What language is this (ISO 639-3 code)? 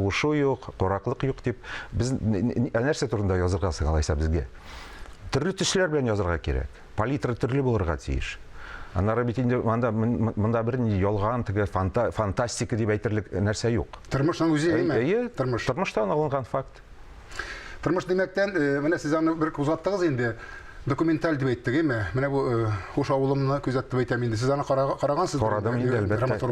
tat